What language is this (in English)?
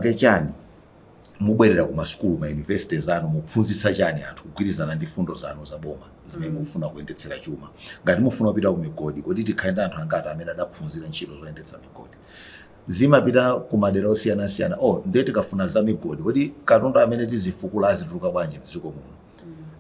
Nyanja